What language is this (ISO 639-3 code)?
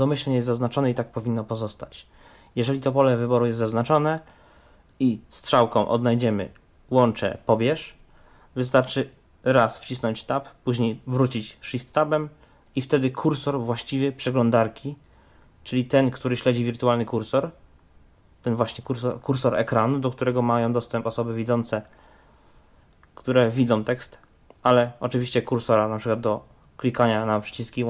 pol